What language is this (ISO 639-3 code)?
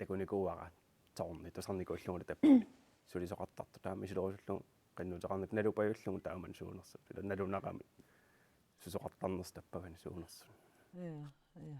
kal